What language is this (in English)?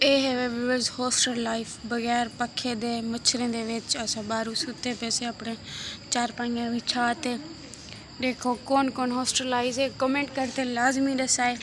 Saraiki